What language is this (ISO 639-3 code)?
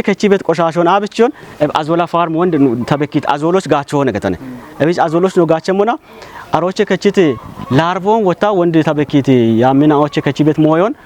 kbr